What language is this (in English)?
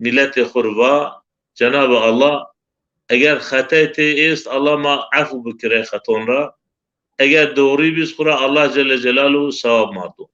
Zaza